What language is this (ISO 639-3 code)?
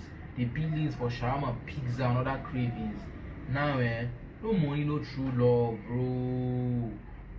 pcm